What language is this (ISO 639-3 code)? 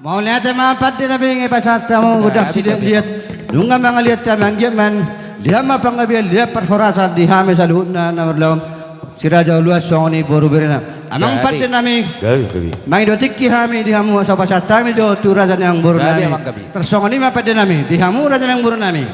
bbc